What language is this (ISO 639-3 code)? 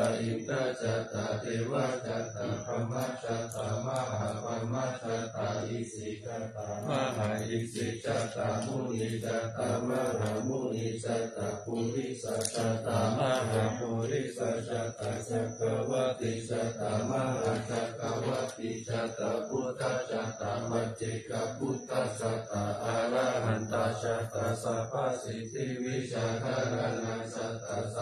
tha